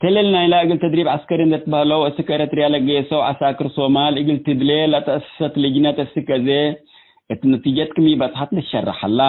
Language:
Tigre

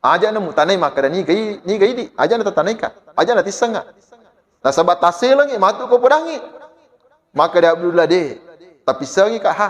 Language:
Buginese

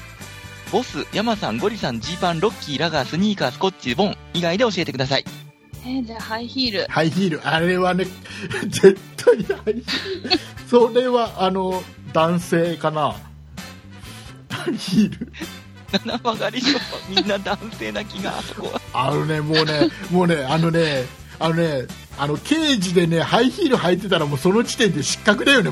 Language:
Japanese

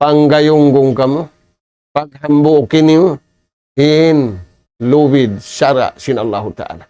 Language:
Tausug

